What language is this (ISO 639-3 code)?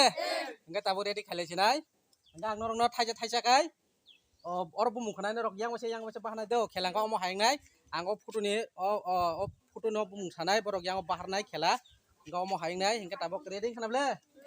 trp